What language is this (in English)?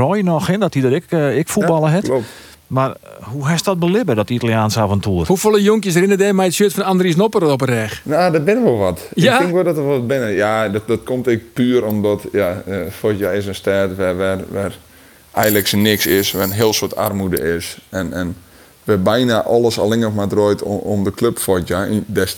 Western Frisian